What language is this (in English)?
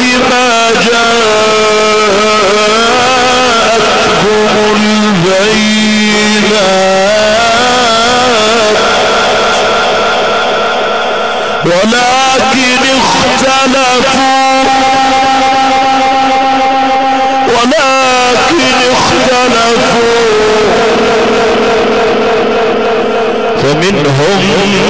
Arabic